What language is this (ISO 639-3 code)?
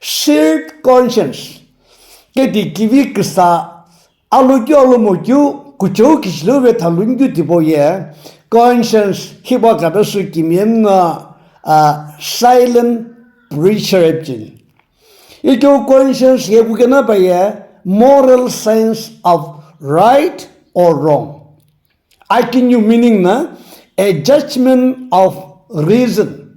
nsm